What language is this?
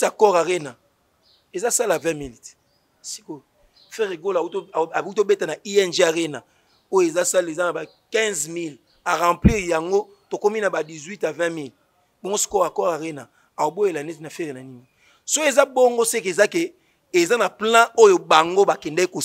Lingala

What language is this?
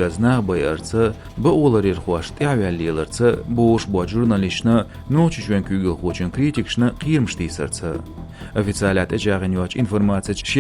Chechen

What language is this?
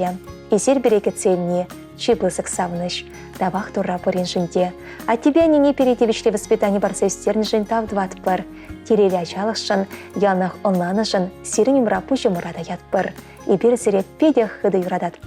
Chuvash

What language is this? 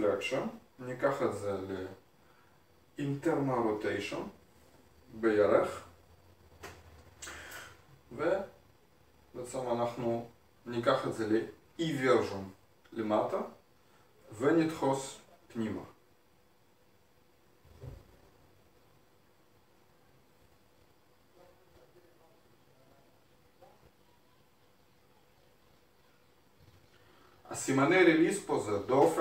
Hebrew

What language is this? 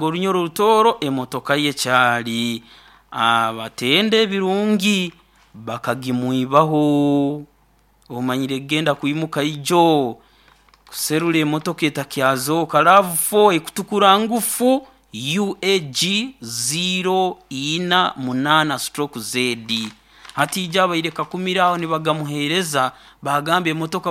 Nyankole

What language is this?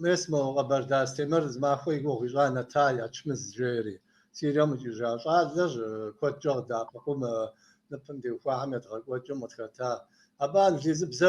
Kabardian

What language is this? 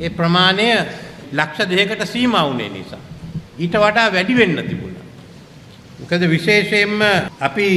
Sinhala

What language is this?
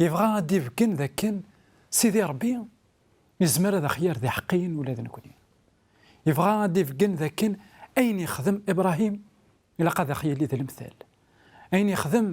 Kabyle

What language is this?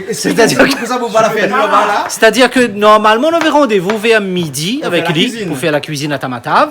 Réunion Creole French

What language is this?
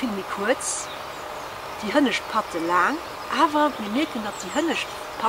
Luxembourgish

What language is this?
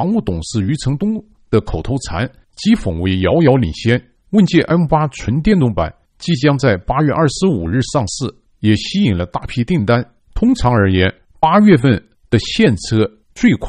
Chinese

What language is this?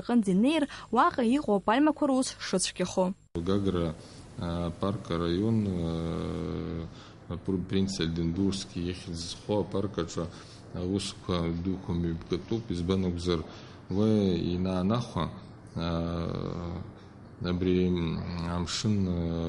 Abkhazian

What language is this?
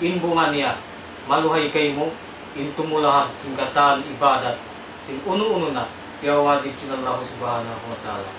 Tausug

